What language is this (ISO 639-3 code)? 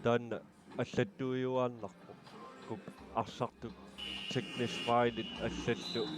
kal